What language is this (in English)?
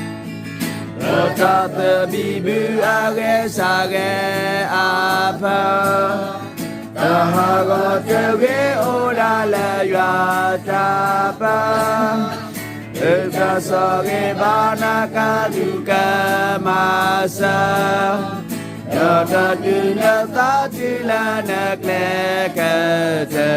S'gaw Karen